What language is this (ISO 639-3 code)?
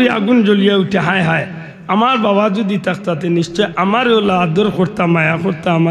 syl